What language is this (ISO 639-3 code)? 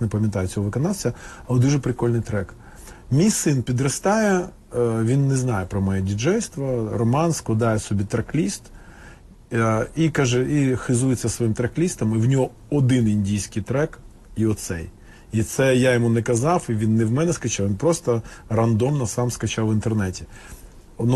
ukr